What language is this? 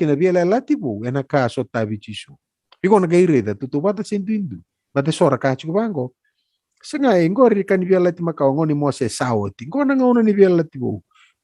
Fijian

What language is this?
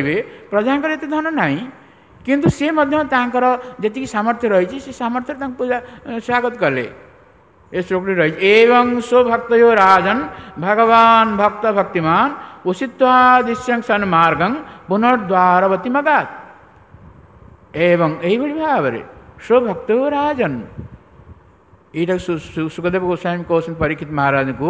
Odia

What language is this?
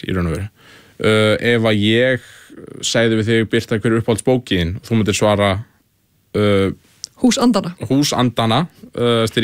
Icelandic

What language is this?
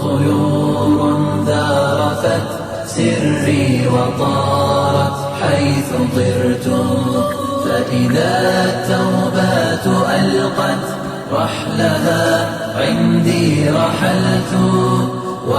Kumyk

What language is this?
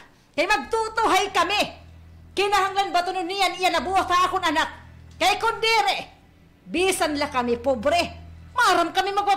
Waray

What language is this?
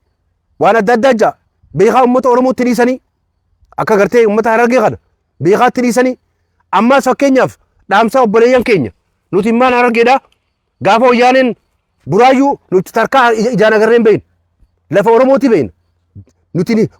Oromo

